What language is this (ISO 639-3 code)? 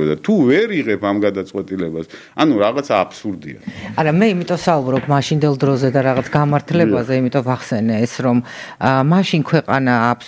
kat